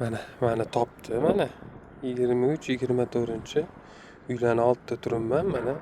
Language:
Uzbek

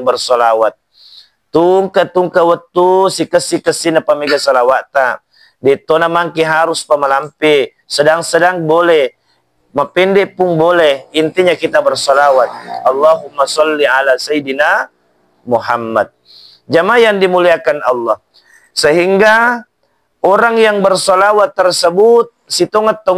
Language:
Buginese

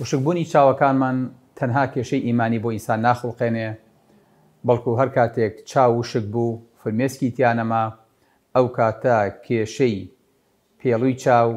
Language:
Central Kurdish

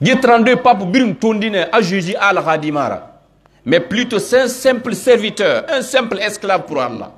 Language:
Pular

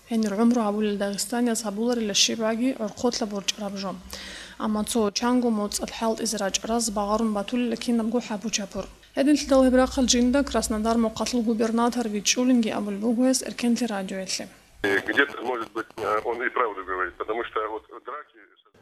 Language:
Avaric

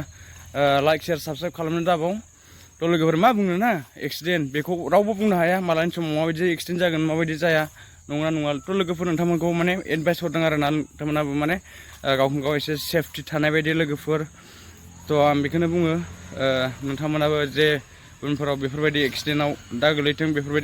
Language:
Bodo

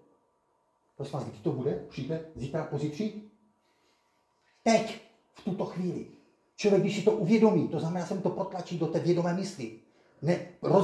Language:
Czech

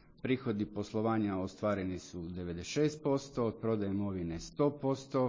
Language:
Croatian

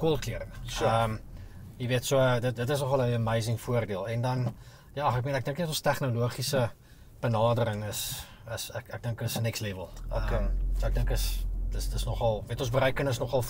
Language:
Afrikaans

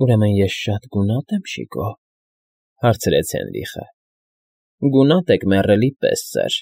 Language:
Armenian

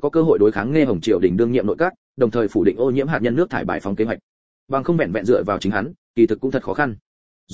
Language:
Vietnamese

